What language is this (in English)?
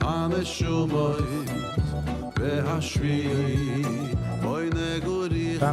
Yiddish